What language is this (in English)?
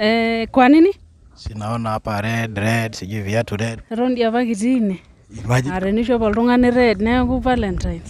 Masai